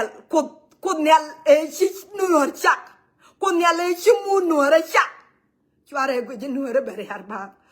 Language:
Nuer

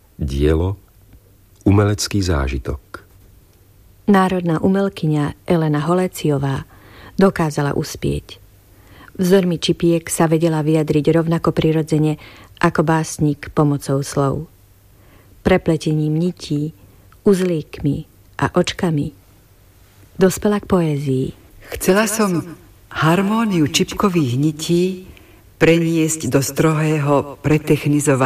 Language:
Slovak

